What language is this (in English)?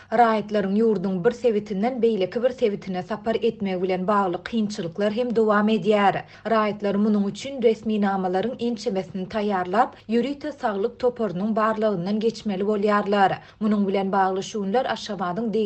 Turkmen